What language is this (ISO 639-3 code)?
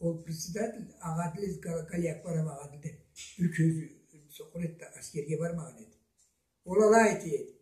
krc